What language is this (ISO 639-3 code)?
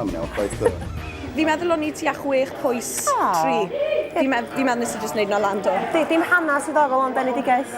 cym